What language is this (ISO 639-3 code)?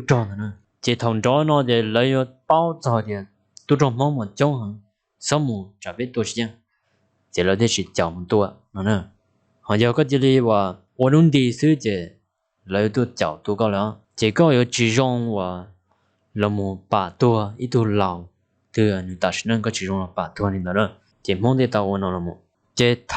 hmn